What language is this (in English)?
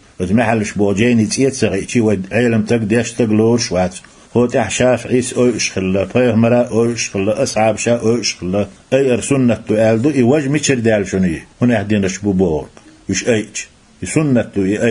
Chechen